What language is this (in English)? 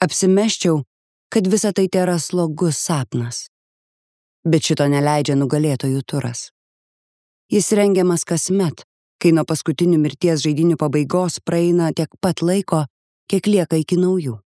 Lithuanian